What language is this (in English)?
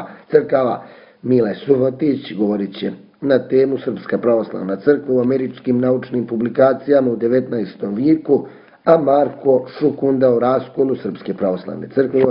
Serbian